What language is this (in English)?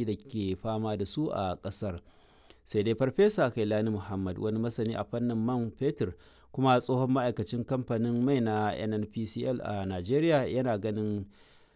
Hausa